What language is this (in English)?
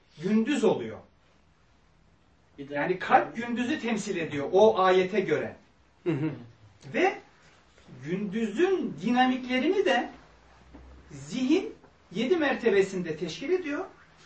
Turkish